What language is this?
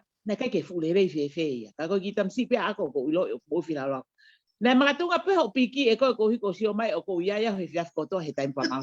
Tongan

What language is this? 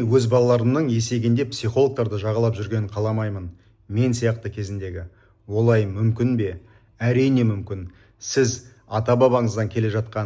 Kazakh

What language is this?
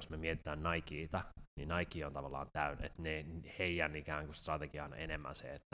Finnish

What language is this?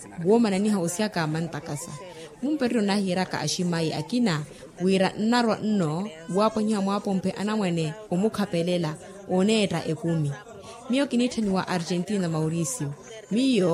Makhuwa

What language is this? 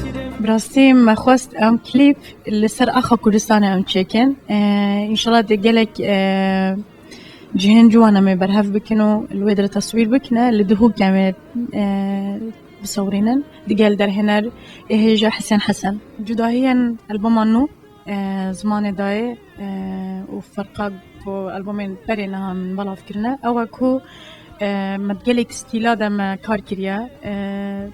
Kurdish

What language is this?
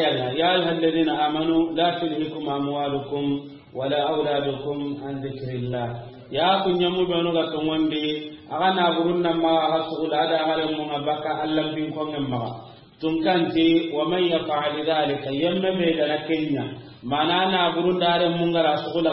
Soninke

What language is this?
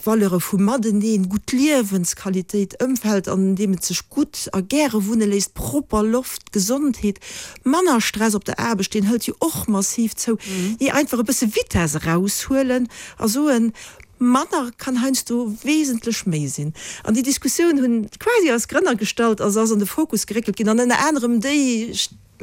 Luxembourgish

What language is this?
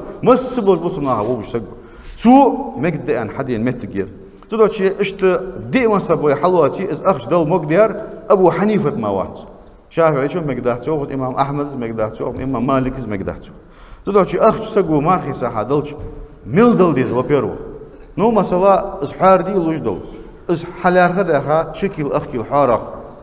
Ingush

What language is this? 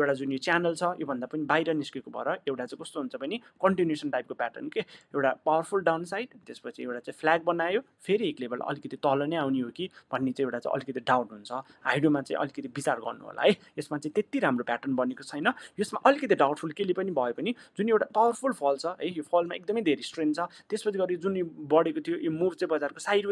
Nepali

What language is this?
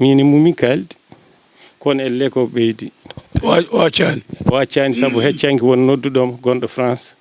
Fula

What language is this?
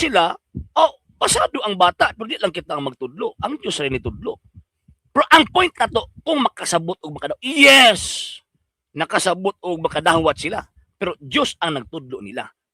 Cebuano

